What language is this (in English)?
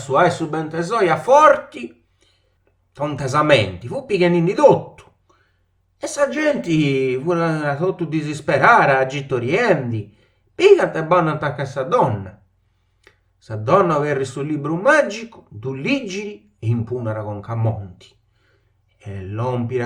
Sardinian